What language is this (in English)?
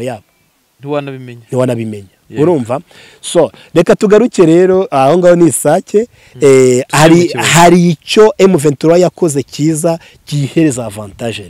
Kinyarwanda